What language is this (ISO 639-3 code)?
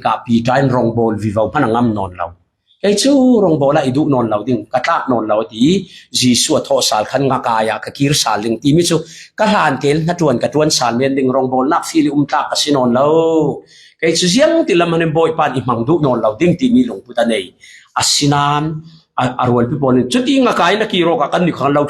cfm